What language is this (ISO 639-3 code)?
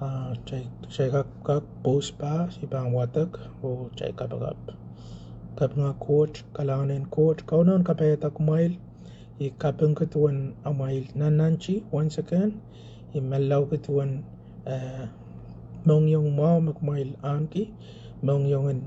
pon